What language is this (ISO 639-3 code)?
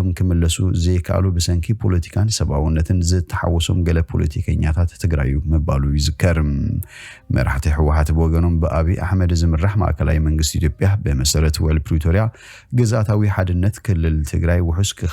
tir